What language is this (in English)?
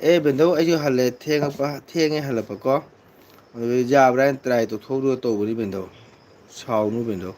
Manipuri